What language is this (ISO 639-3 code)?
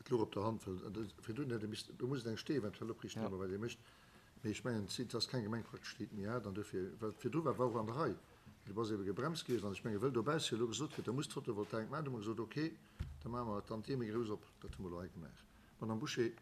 ltz